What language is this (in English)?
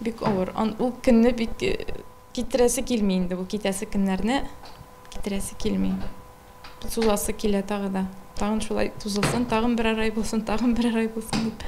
Tatar